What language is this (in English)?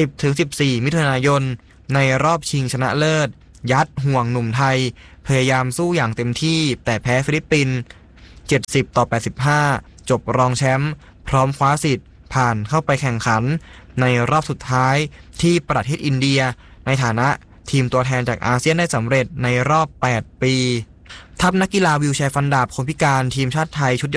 Thai